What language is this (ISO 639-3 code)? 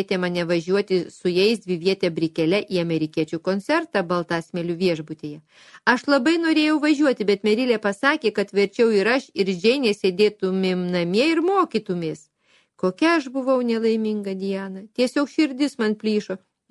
lit